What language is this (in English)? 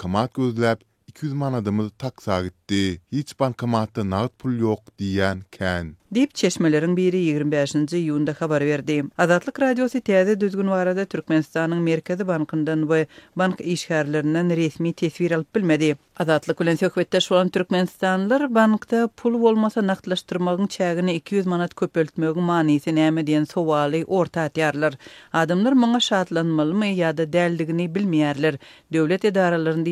Turkmen